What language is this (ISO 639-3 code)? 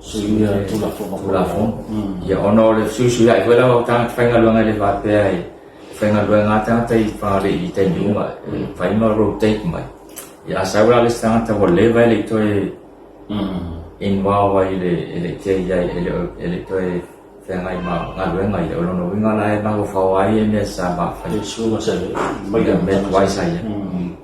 smo